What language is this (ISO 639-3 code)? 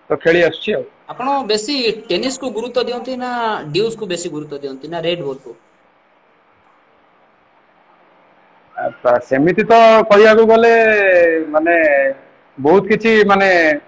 ori